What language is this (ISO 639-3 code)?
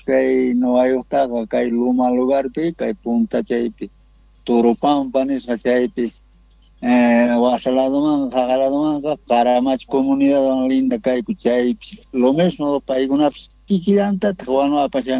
quh